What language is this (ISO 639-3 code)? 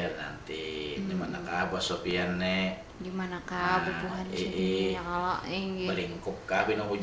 bjn